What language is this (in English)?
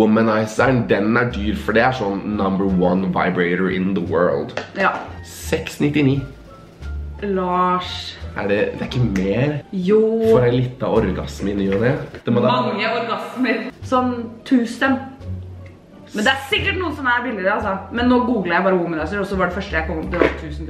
Norwegian